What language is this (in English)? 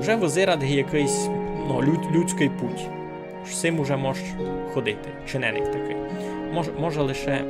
Rusyn